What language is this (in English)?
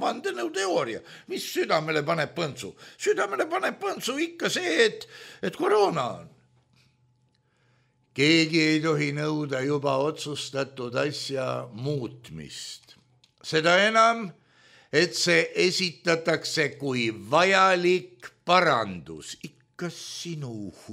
Estonian